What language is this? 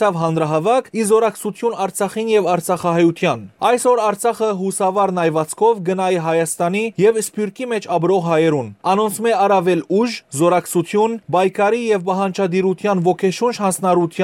Western Armenian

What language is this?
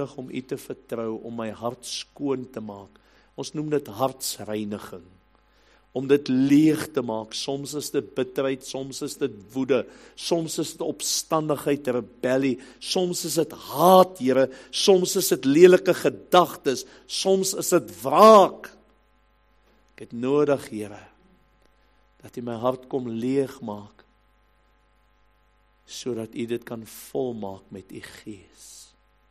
Afrikaans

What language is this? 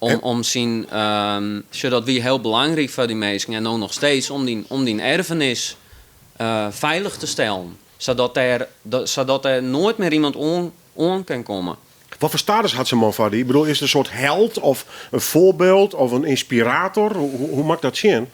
Western Frisian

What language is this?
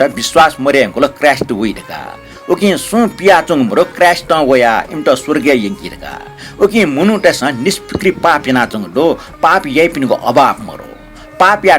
Newari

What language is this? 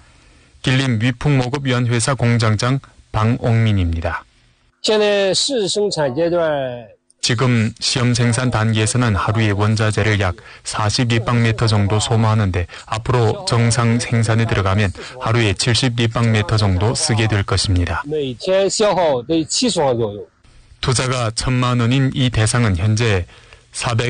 Korean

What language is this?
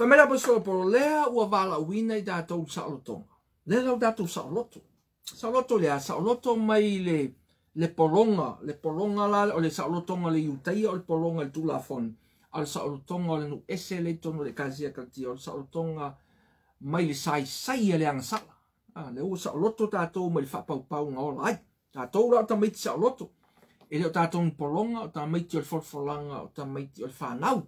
Samoan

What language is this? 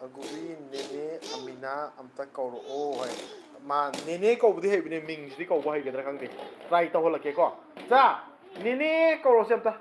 Manipuri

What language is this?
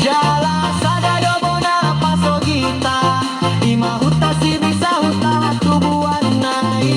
Batak Toba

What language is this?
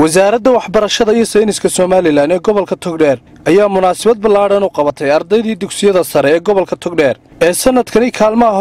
Somali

